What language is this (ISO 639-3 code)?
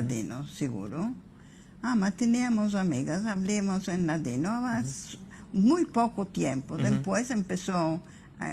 lad